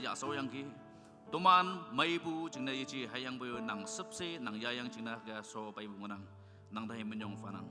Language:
Naga Pidgin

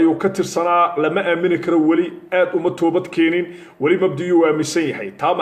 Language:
Somali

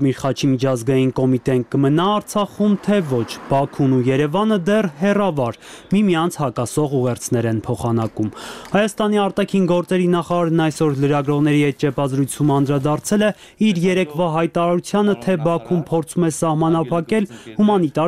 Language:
Armenian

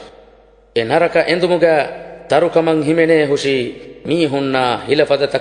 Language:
Divehi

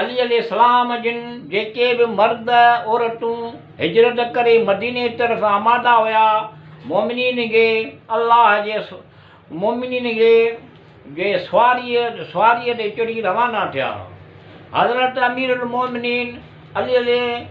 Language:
Sindhi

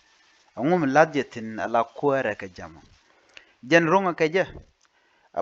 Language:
Nuer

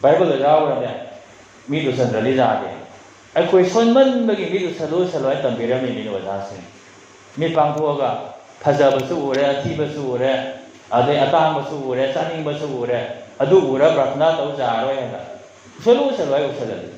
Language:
Manipuri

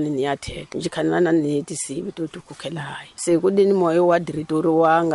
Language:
Tsonga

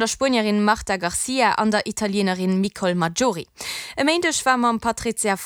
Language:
Luxembourgish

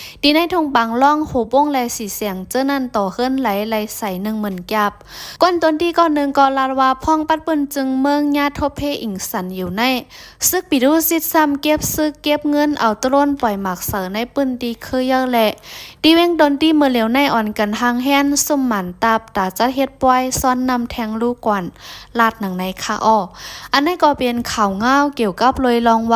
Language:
Shan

